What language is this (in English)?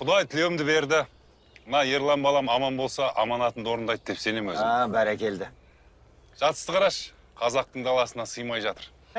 Kazakh